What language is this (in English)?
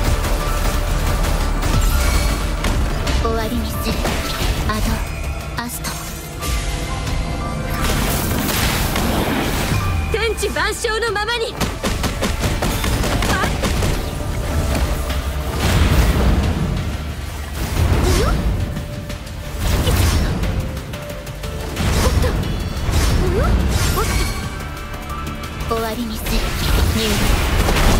Japanese